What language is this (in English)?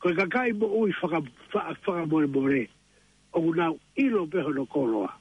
Tongan